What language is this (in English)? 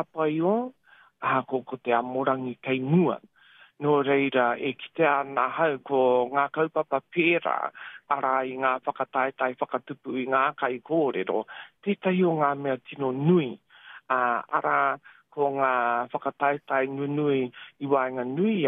Māori